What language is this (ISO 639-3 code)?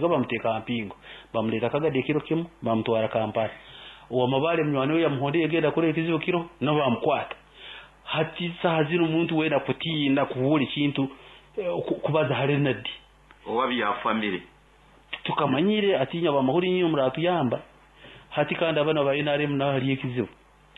nyo